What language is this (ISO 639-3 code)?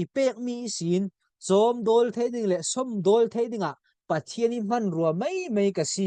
cfm